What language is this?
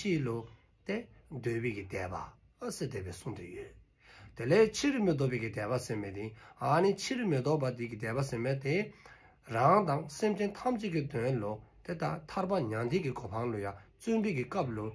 Dzongkha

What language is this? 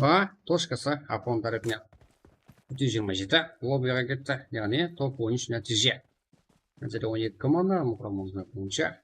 Kara-Kalpak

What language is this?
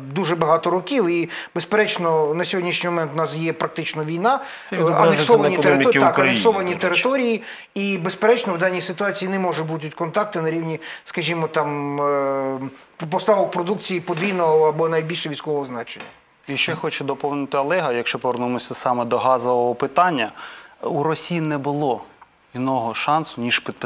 Ukrainian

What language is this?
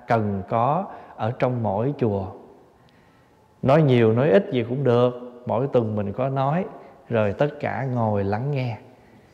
Vietnamese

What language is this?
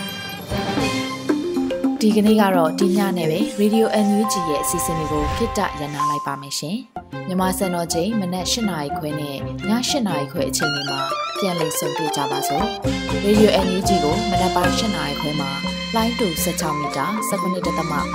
Burmese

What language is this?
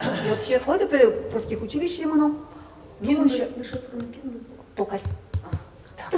Udmurt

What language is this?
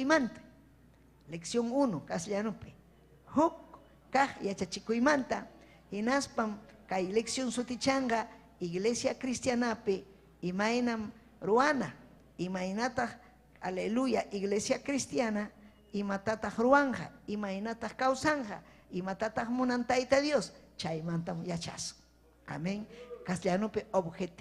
Ayacucho Quechua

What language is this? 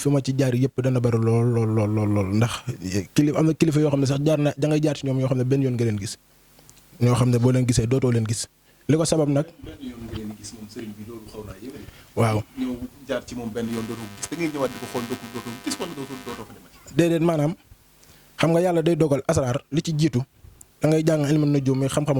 Wolof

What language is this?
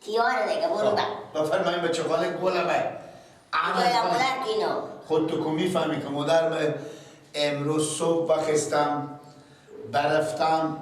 Persian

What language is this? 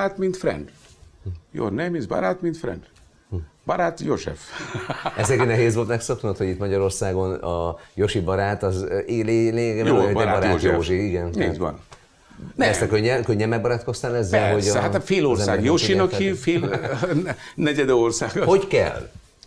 Hungarian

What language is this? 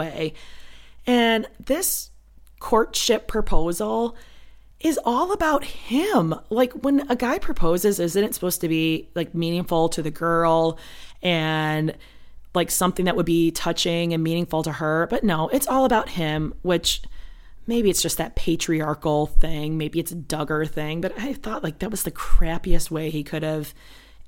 English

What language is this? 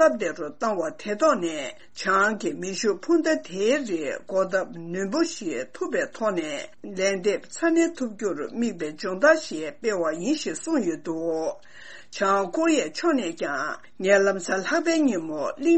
Tibetan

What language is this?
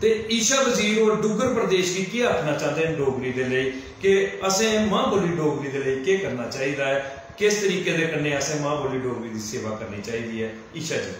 Dogri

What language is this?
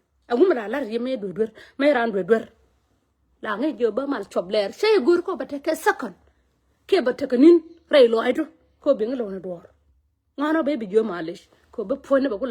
Nuer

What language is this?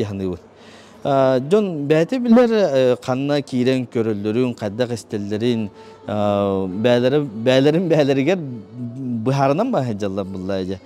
Yakut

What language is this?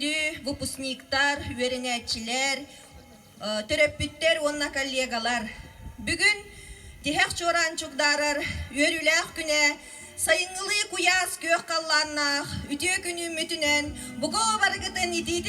Yakut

